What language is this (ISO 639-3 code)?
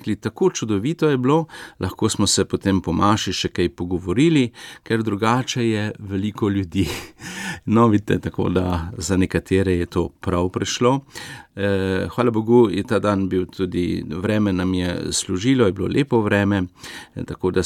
slv